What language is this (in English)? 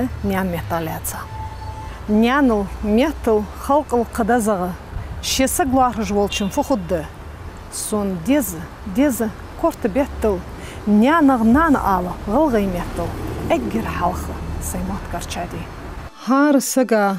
Ingush